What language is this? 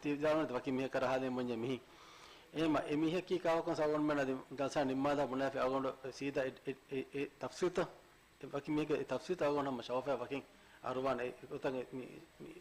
Divehi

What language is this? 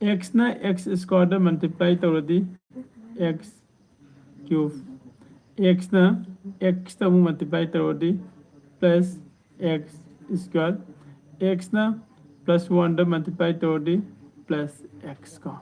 Manipuri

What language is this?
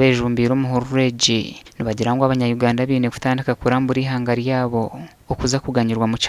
Nyankole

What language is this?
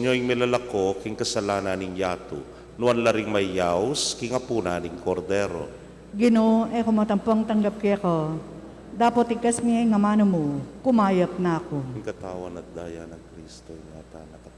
Pampanga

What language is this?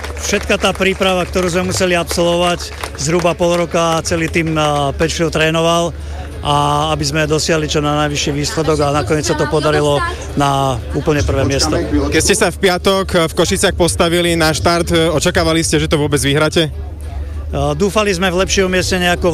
Slovak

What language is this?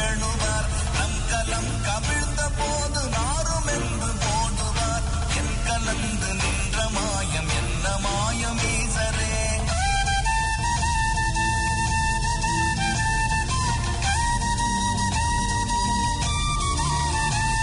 Tamil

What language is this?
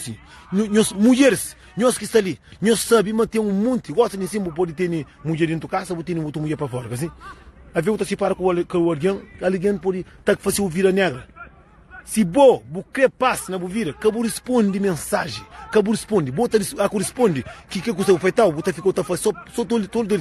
Kabuverdianu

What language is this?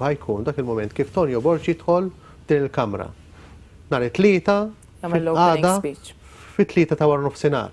Maltese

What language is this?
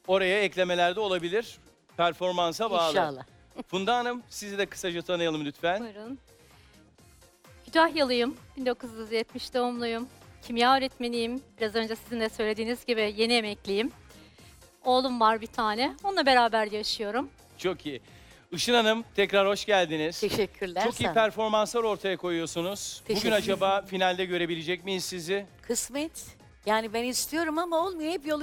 Turkish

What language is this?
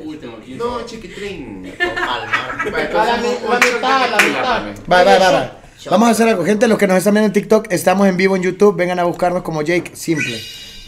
Spanish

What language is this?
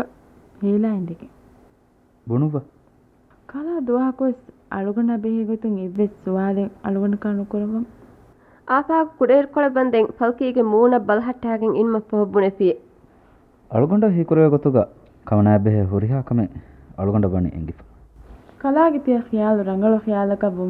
Divehi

